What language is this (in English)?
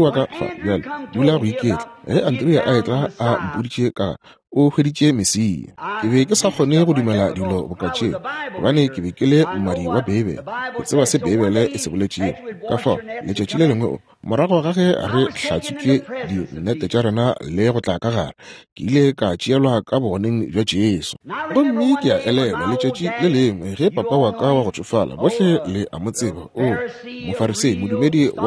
Northern Sotho